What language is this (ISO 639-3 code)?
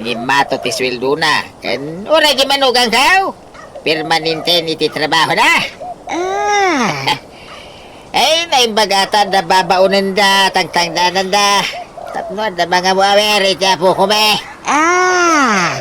ilo